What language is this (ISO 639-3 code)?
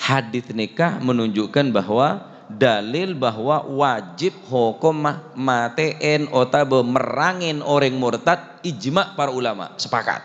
mad